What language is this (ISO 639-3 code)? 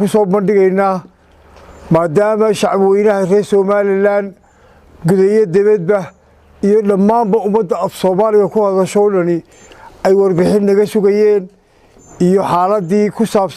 som